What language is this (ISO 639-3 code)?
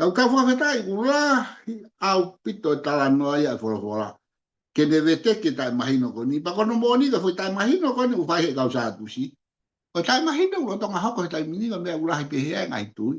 ton